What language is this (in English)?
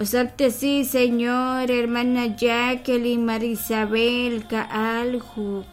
Kekchí